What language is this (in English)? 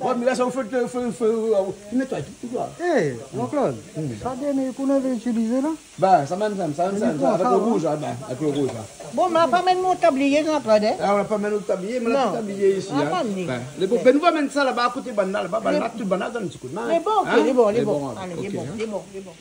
Réunion Creole French